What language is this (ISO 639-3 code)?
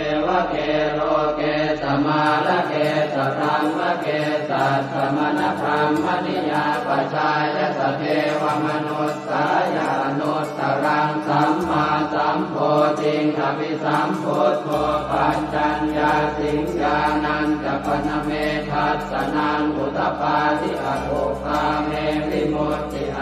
pli